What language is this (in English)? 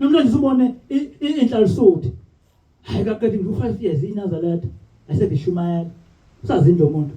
Zulu